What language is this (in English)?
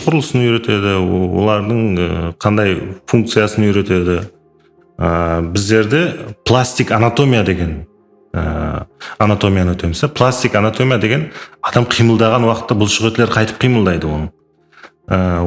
Kara-Kalpak